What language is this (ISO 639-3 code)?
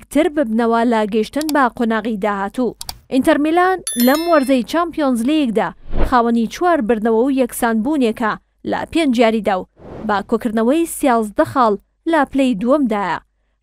ckb